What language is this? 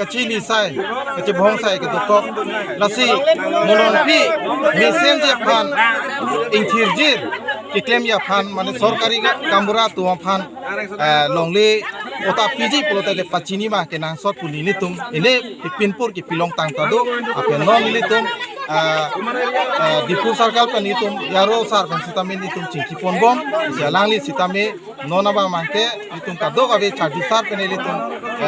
Karbi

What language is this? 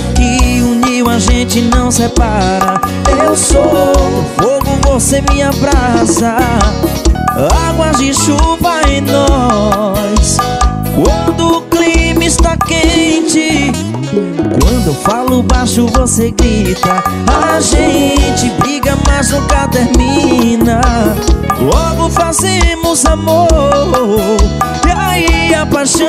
Portuguese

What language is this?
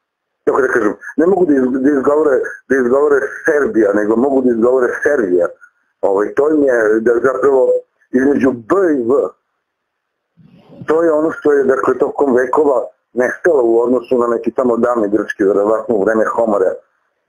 Serbian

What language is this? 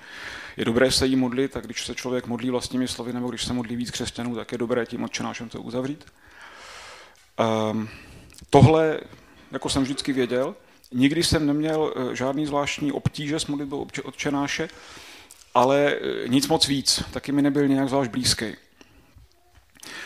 Czech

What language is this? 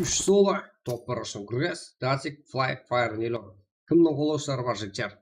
Kara-Kalpak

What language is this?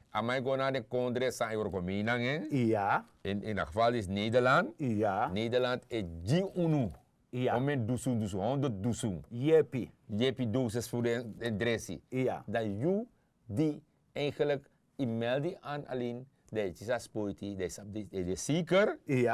Sranan Tongo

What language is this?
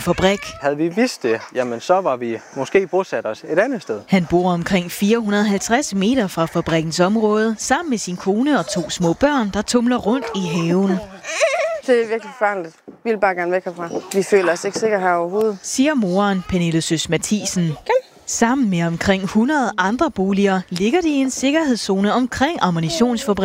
Danish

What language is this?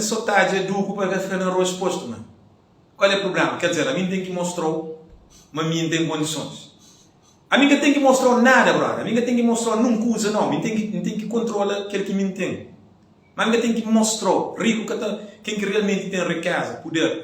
Kabuverdianu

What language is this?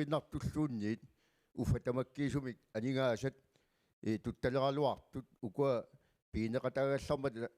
Kalaallisut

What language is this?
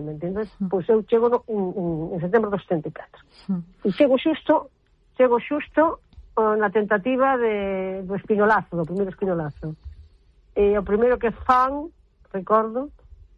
Galician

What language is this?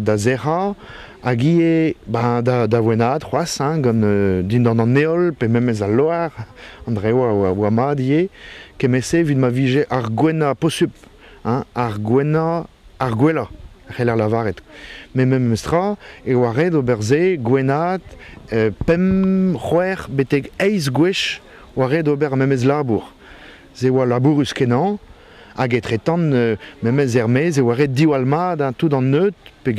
Breton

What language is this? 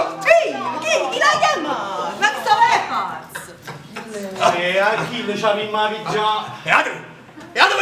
Neapolitan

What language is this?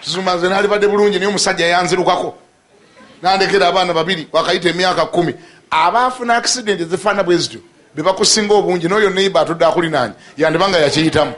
Ganda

